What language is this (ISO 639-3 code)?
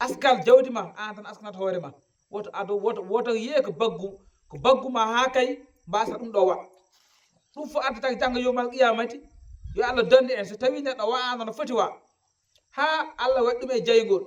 ful